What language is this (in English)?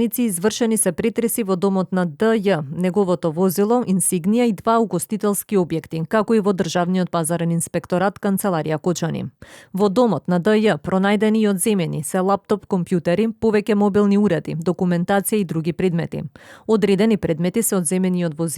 Macedonian